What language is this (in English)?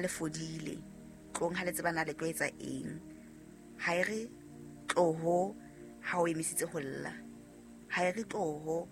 Southern Sotho